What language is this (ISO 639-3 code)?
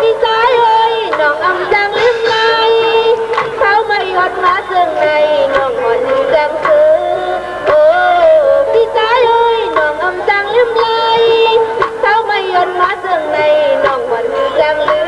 shn